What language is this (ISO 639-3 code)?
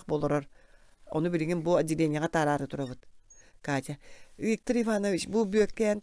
sah